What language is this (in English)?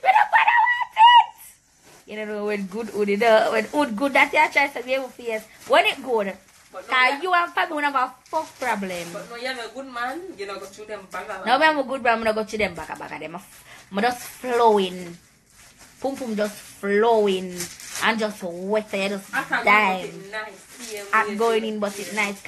Jamaican Creole English